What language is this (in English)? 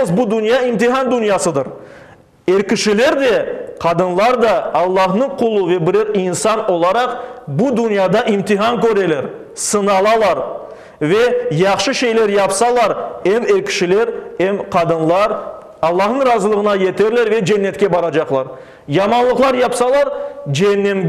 Crimean Tatar